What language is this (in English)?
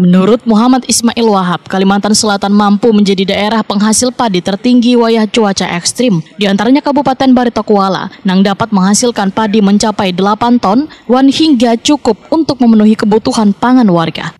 Banjar